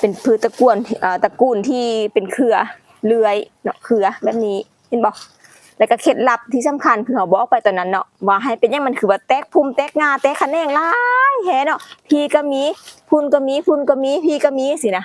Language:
Lao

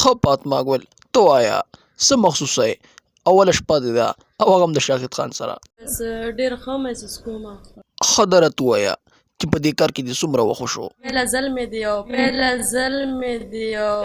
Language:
Pashto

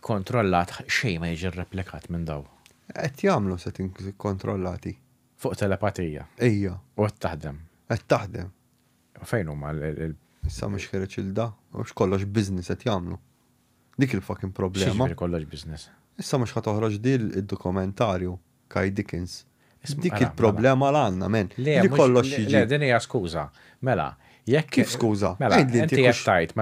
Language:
Maltese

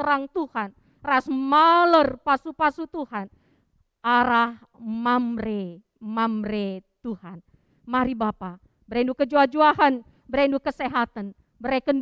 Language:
Batak Karo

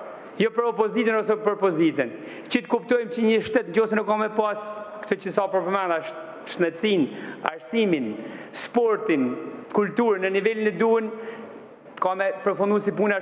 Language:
Albanian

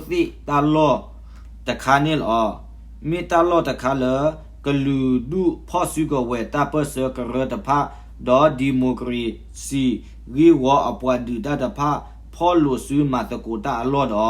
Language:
S'gaw Karen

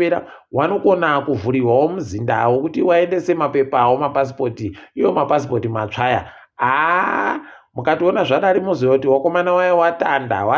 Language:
Ndau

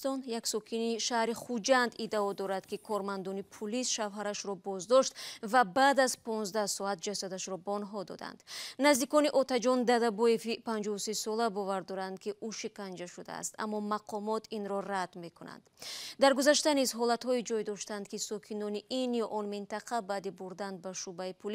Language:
Tajik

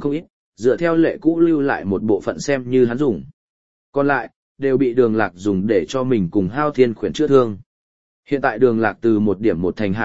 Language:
Vietnamese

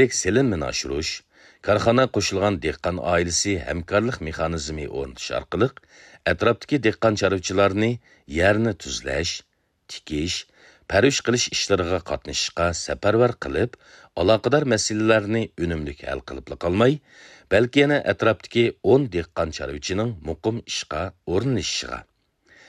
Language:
Uyghur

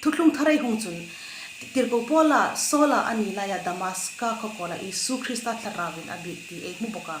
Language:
Hmar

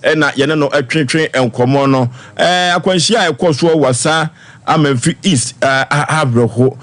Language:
Akan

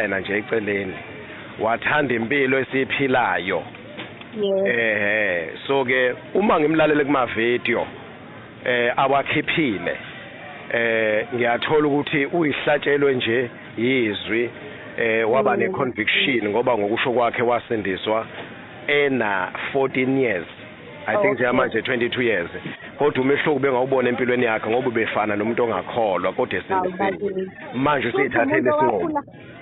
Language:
Zulu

